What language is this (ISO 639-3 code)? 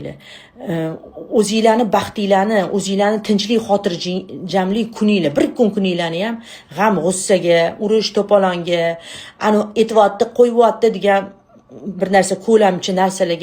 uzb